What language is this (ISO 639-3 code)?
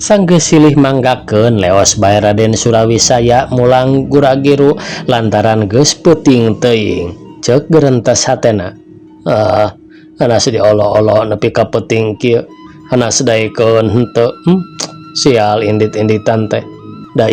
sun